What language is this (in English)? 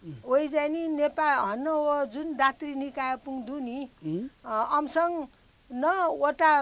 Newari